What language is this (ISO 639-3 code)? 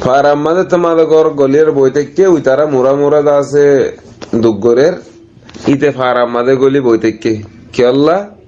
rhg